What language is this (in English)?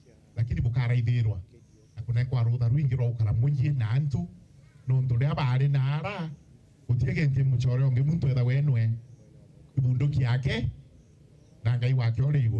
Meru